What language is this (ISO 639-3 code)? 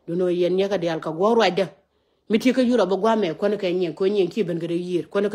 nus